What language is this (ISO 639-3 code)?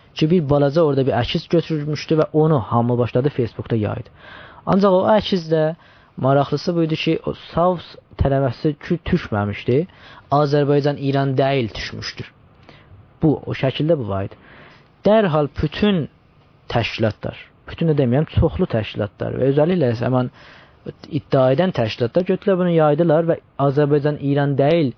azb